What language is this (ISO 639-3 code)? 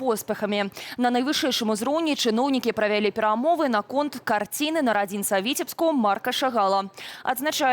bel